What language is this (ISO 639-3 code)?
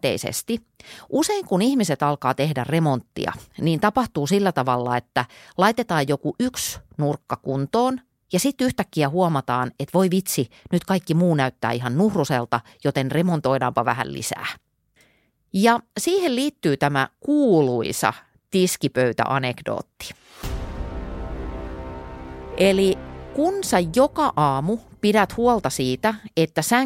fin